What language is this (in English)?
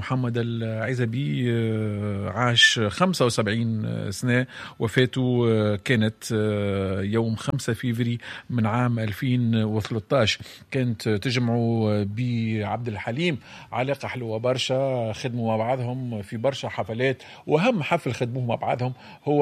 Tunisian Arabic